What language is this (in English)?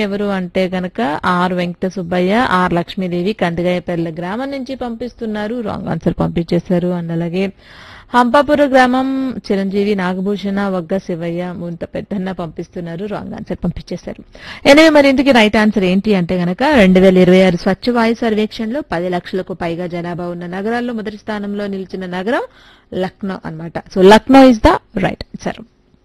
Telugu